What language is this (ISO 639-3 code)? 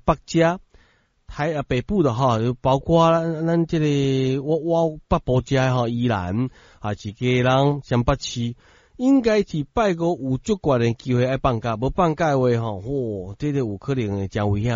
nan